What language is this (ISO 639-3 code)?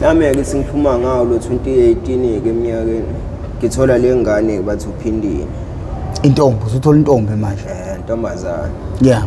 zul